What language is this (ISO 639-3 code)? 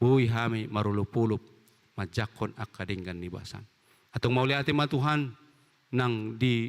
bbc